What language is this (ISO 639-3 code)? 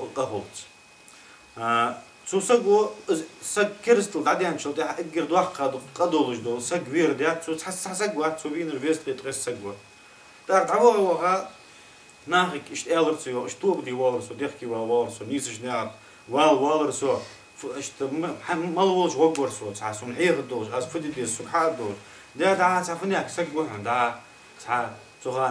inh